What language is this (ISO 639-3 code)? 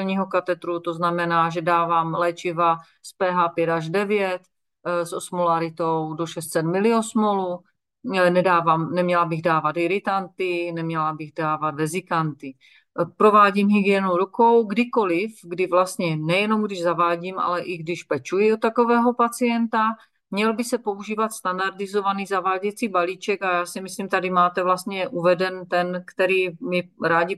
ces